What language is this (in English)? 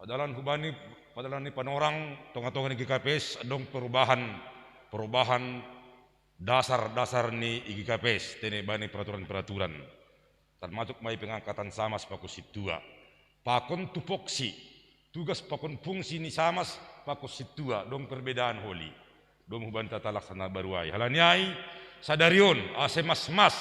Batak Simalungun